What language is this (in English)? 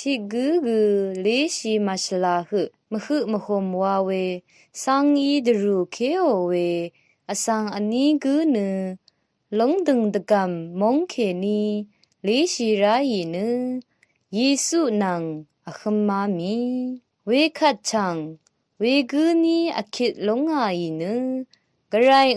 Rawang